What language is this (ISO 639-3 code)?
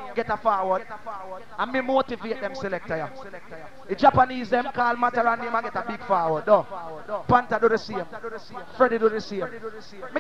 jam